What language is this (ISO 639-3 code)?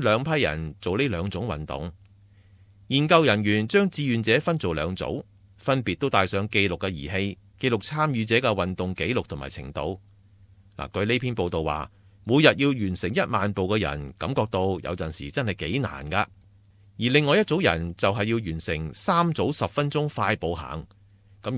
yue